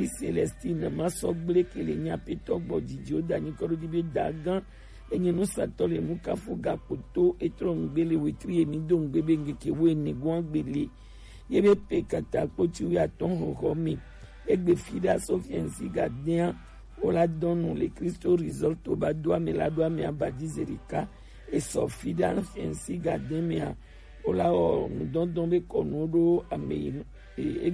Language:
Gen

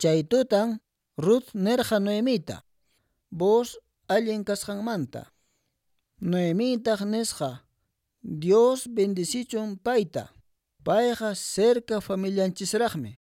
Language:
Quechua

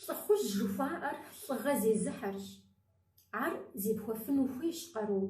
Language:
Kabardian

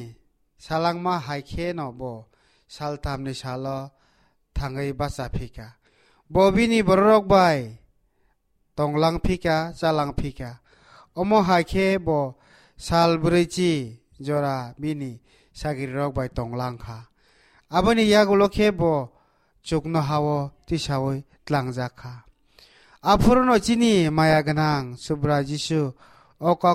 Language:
Kok Borok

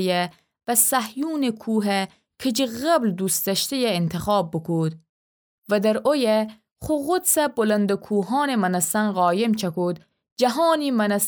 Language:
Gilaki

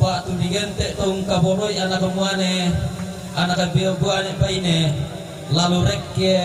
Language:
Toraja-Sa'dan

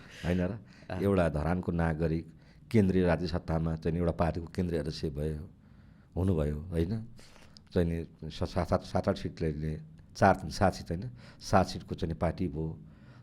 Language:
Nepali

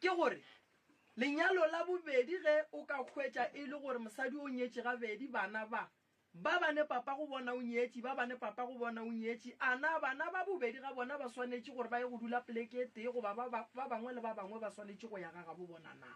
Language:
Northern Sotho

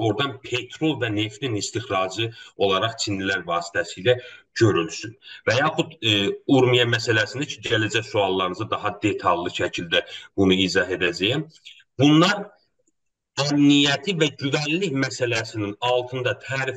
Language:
South Azerbaijani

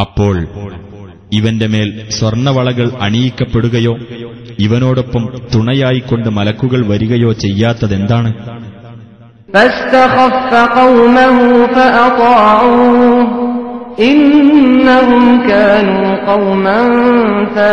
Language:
Malayalam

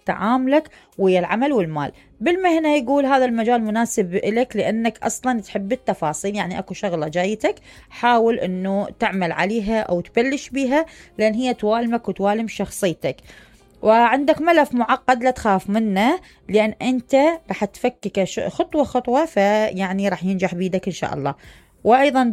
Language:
Mesopotamian Arabic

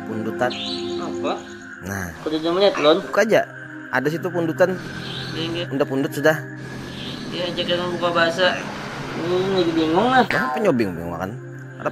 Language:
Banjar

